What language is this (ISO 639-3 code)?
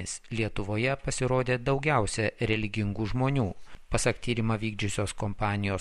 lit